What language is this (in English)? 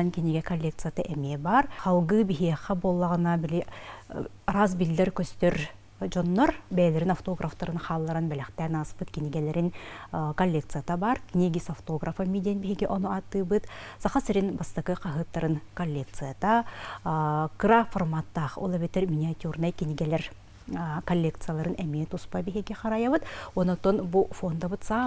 Yakut